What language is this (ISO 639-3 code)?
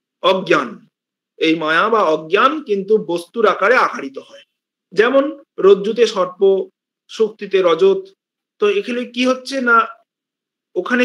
ben